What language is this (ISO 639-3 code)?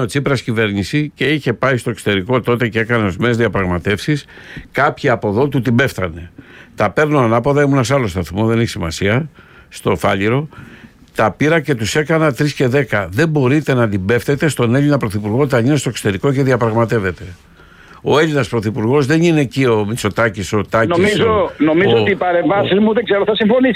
ell